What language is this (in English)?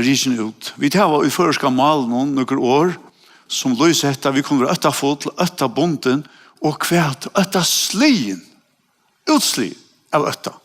Faroese